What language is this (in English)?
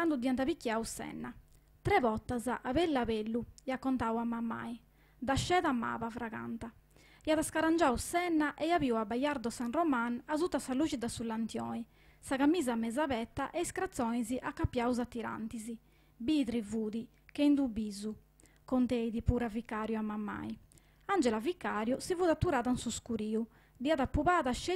Sardinian